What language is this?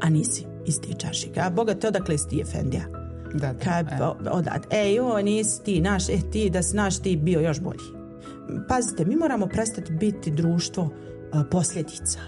Bosnian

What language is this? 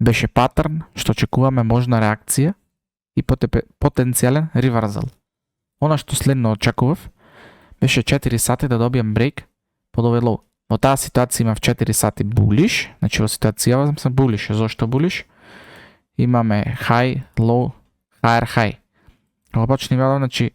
Macedonian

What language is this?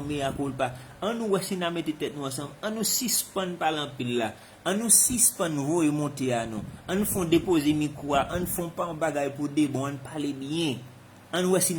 Haitian Creole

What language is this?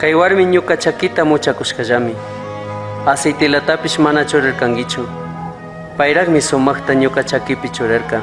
Chimborazo Highland Quichua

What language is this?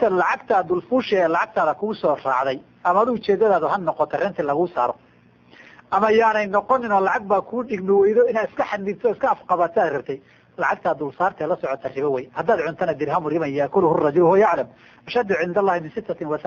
Somali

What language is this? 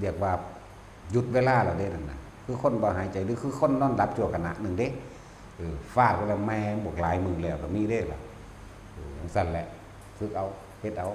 Northeastern Thai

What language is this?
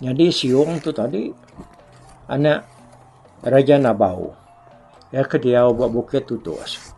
Iban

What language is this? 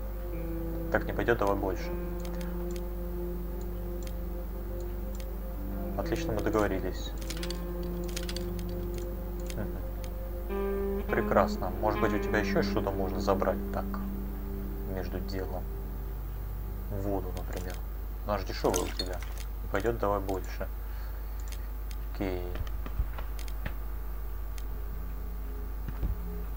Russian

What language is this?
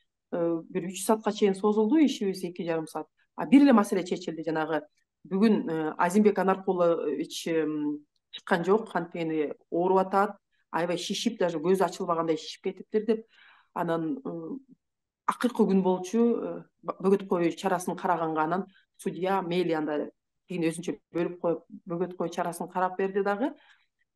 Kyrgyz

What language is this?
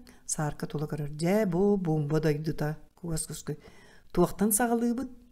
Yakut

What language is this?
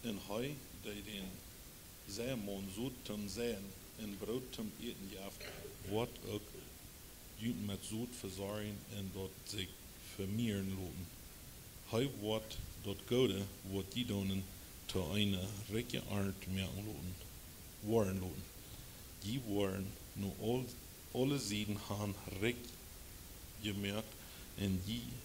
Plautdietsch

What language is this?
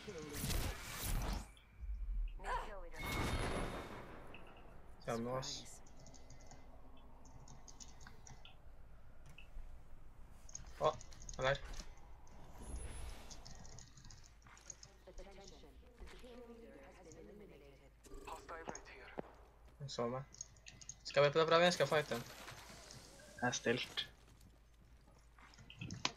Norwegian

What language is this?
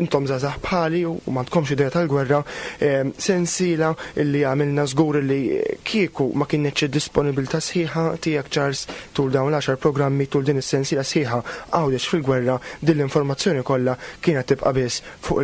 Maltese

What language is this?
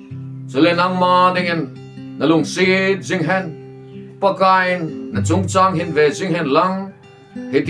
Thado Chin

